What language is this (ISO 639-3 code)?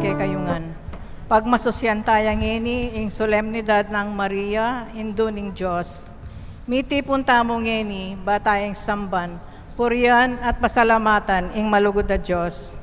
pam